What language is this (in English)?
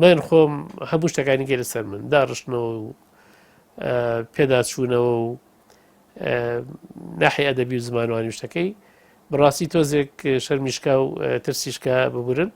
Central Kurdish